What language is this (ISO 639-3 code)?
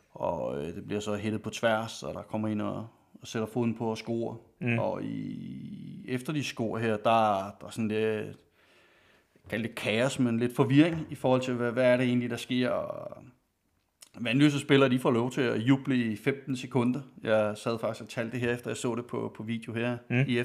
dan